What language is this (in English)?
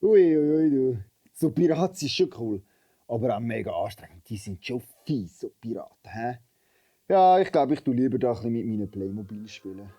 Swiss German